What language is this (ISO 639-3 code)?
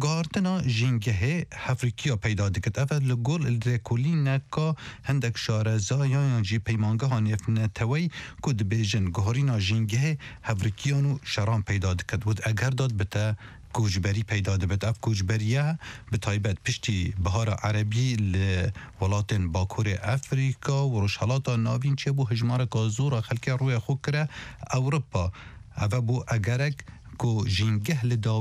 kur